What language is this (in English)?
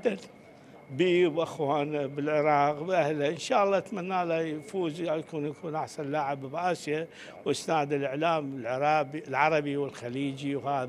Mesopotamian Arabic